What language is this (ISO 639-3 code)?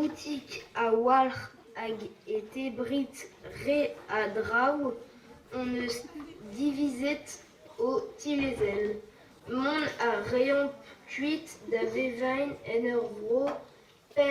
bre